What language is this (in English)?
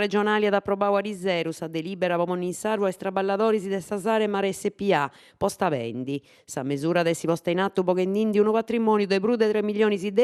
Sardinian